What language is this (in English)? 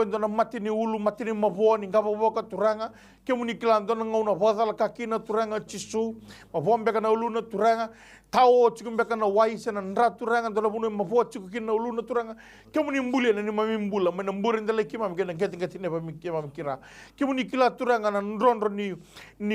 Fijian